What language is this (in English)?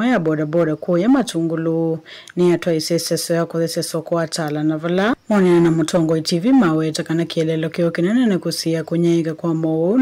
Kamba